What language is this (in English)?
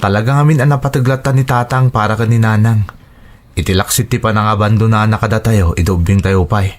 Iloko